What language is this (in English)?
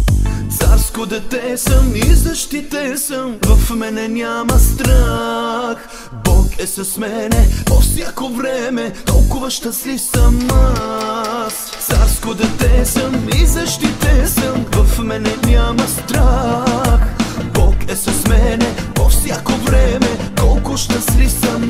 Bulgarian